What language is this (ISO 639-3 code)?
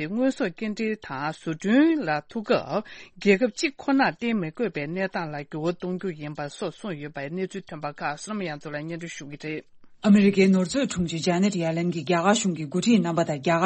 bod